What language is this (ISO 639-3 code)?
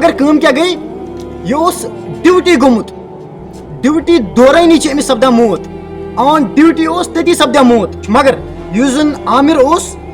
kas